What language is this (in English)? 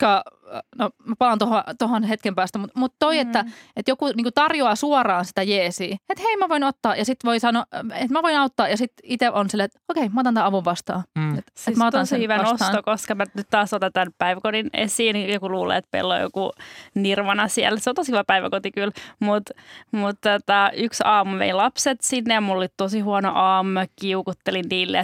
Finnish